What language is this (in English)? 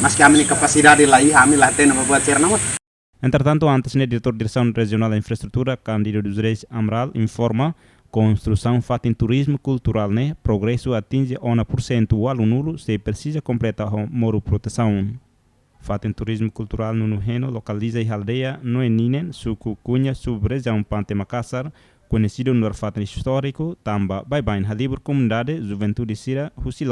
Tetum